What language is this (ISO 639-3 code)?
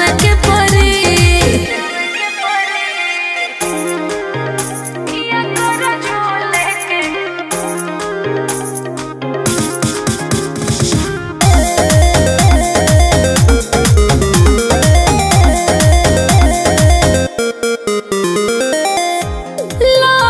bho